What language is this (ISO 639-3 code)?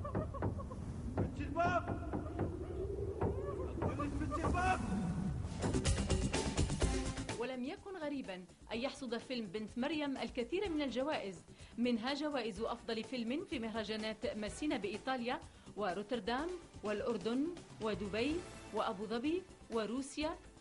ara